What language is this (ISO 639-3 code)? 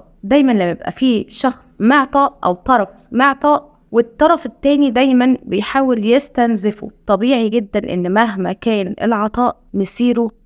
arz